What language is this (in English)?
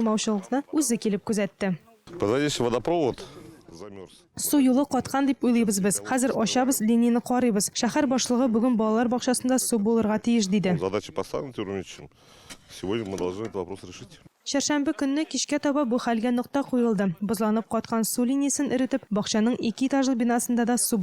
Tatar